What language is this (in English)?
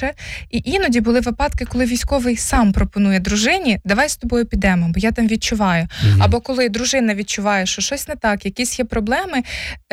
Ukrainian